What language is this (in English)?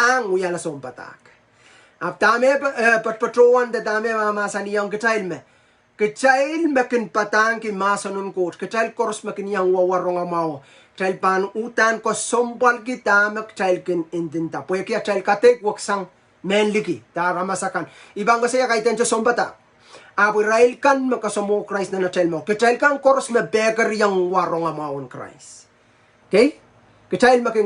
Pohnpeian